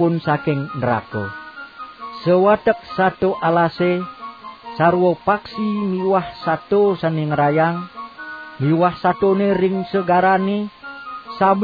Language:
Balinese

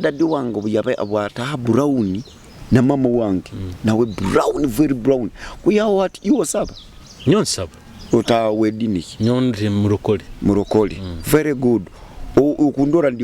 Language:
Nyoro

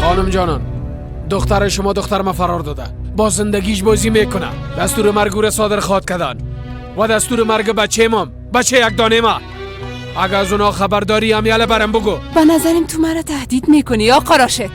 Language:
Persian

